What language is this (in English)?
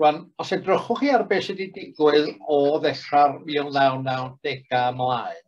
Welsh